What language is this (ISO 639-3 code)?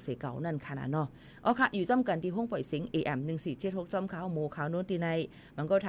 shn